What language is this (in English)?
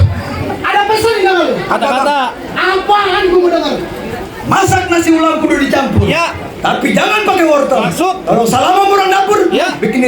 Betawi